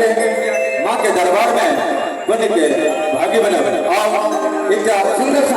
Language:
Maithili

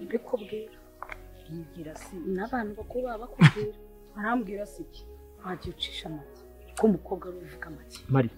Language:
Kinyarwanda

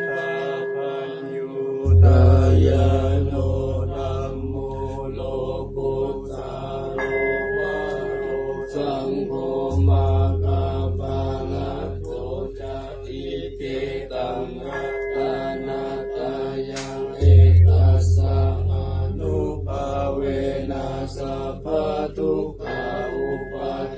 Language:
Pali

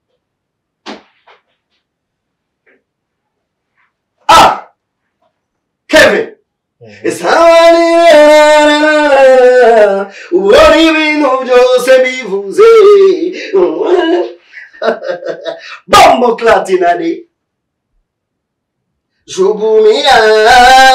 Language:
Kinyarwanda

